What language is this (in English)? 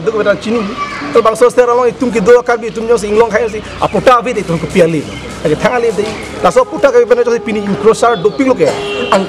Karbi